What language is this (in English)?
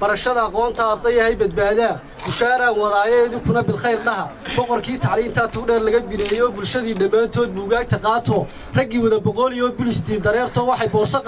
Somali